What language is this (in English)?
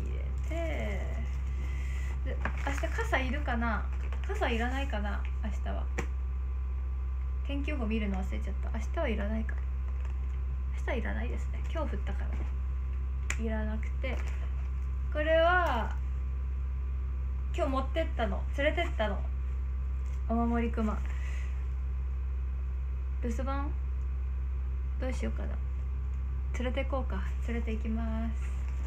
Japanese